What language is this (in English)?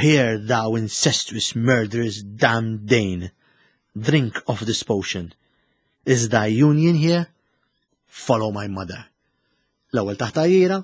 Maltese